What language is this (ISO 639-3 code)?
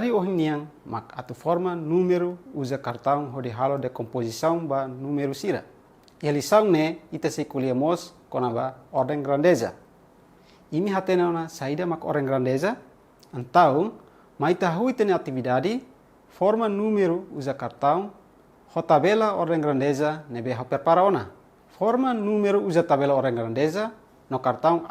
tet